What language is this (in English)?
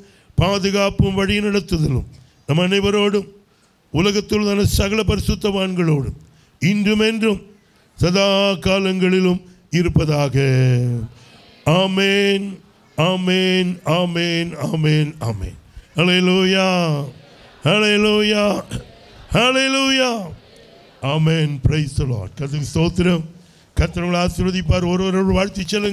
Tamil